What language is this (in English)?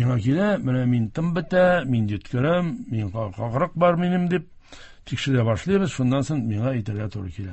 Tatar